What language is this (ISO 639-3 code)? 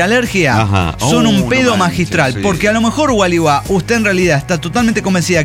spa